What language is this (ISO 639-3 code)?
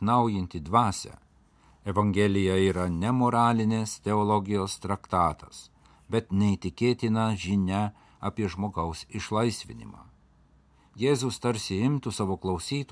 lit